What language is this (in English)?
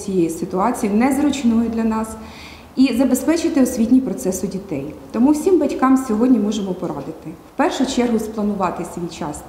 Ukrainian